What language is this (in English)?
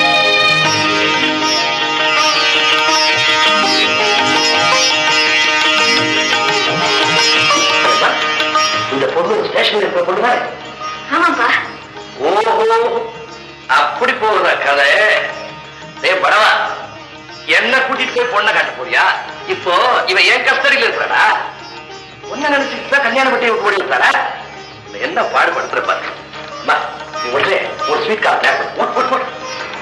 Tamil